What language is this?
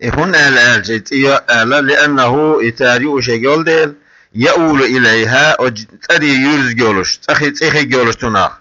Chechen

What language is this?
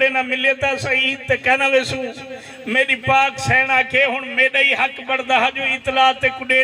Saraiki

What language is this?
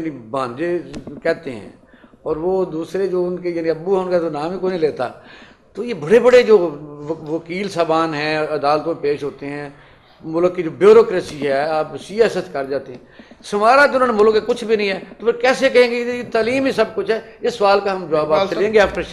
Urdu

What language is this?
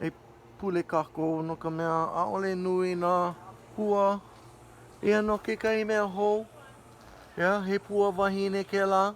Hawaiian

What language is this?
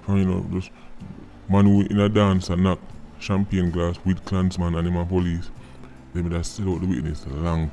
Jamaican Creole English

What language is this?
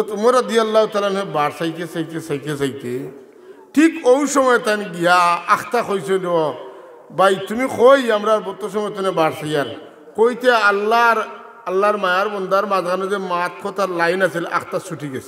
Sylheti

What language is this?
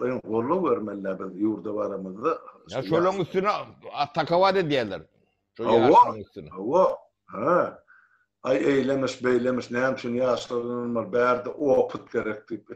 Turkmen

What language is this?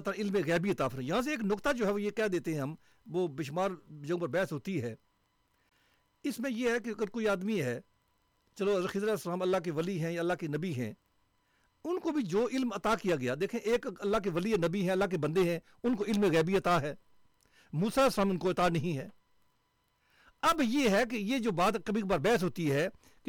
Urdu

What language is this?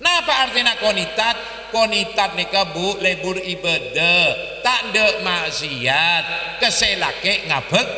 Madurese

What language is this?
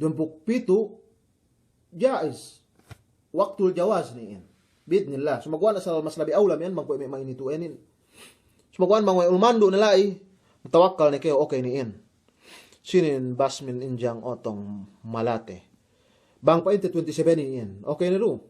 Yakan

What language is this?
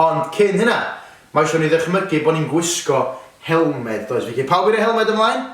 Welsh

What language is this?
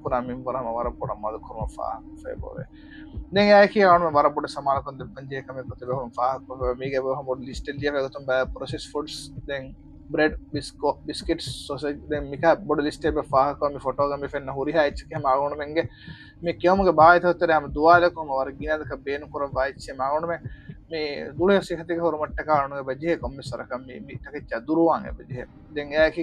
Divehi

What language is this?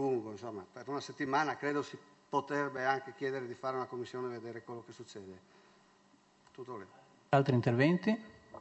Italian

